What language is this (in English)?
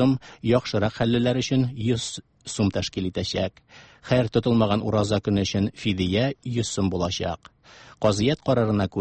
Tatar